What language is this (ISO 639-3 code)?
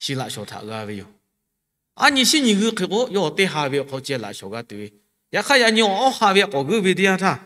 lhu